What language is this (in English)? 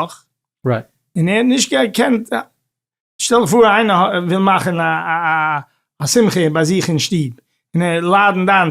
Yiddish